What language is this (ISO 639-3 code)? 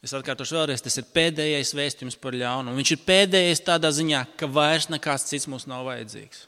lav